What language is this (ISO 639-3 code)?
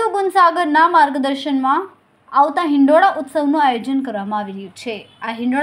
guj